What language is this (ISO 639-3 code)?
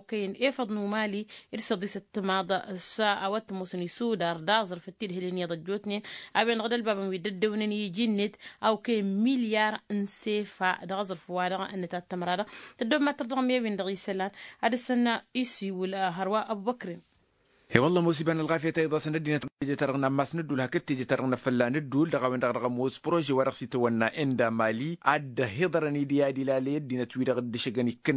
taq